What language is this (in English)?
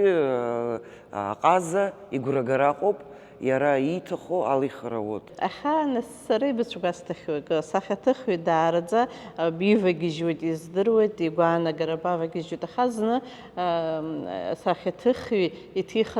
Abkhazian